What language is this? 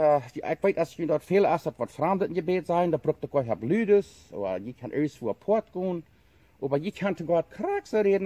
Plautdietsch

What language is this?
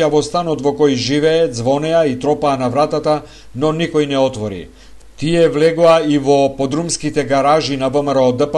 Macedonian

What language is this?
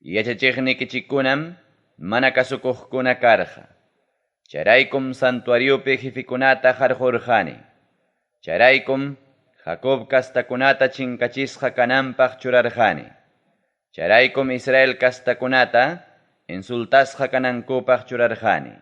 Ayacucho Quechua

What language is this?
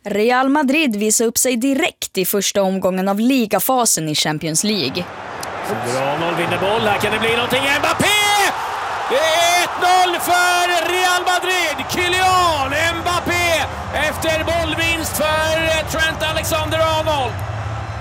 Swedish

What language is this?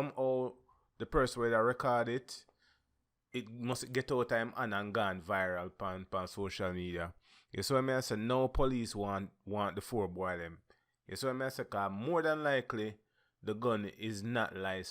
Jamaican Creole English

